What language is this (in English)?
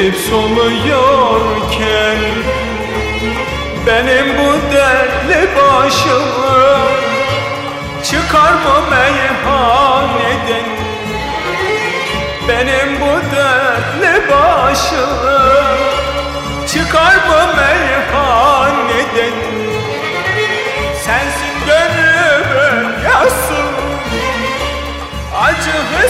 Turkish